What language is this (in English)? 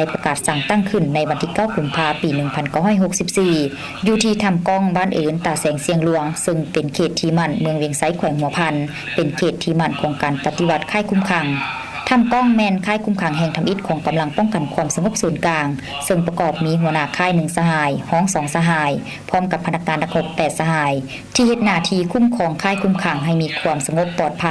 Lao